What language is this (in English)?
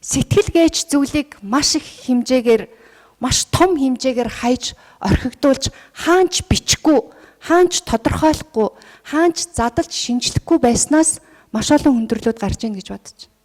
Mongolian